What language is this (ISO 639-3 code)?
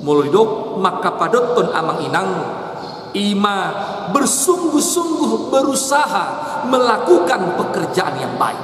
bbc